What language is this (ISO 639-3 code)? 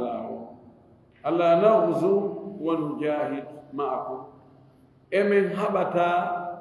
ful